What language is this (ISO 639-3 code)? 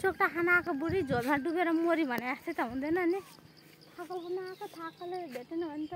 nep